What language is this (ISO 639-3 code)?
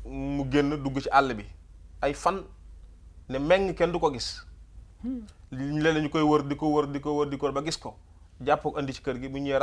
wol